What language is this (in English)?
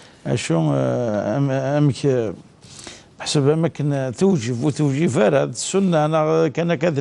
Kabyle